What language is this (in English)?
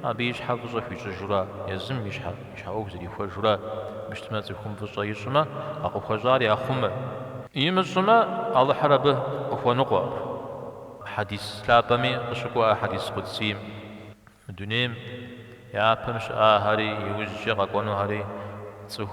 Kabardian